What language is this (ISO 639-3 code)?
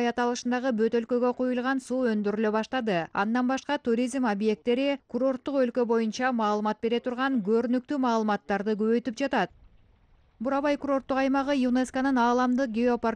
kir